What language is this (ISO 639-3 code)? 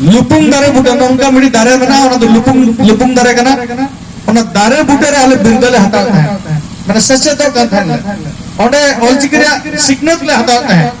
sat